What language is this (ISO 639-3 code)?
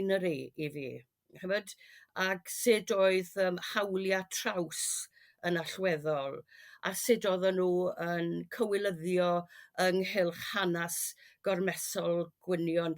cym